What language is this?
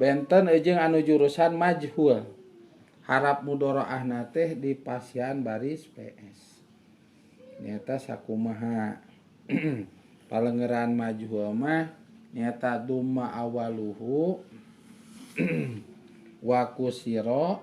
Sundanese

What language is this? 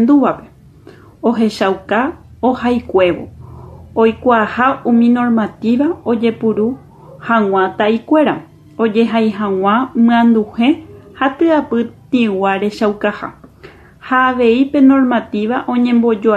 Guarani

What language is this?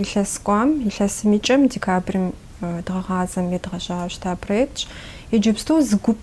Kabardian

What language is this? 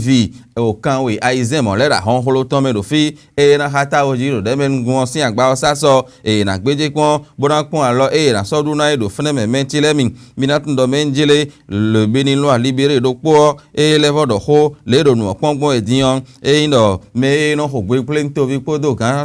Fon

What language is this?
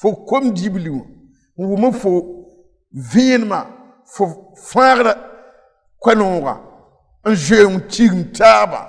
Mossi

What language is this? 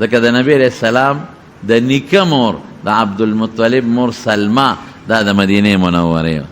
Pashto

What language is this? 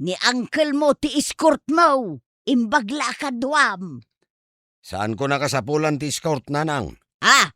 Iloko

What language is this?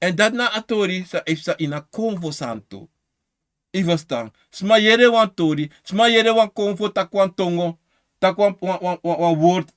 Sranan Tongo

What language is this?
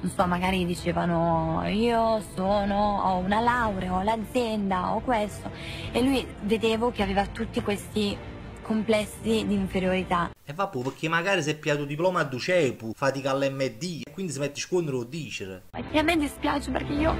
Neapolitan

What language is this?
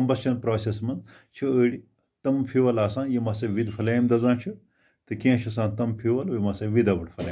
Kashmiri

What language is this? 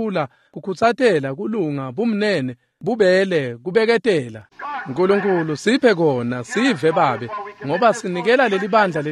Swati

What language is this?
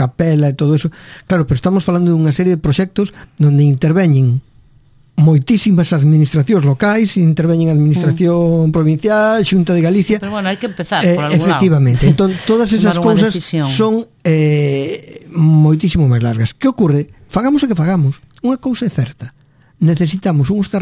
Galician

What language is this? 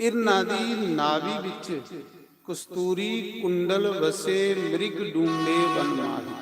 Dogri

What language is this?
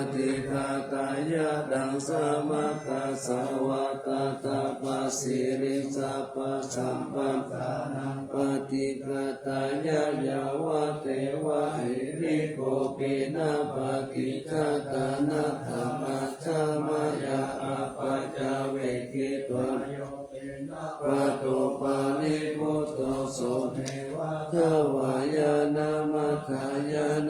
Pali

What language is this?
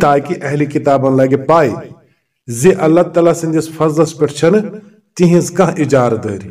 Kashmiri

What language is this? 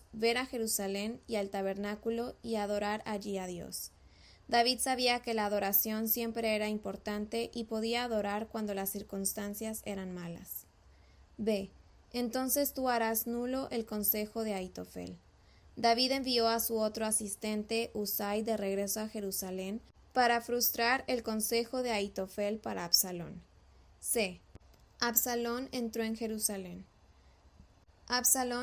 Spanish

